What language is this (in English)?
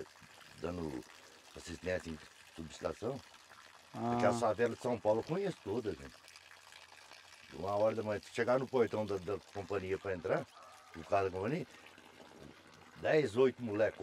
Portuguese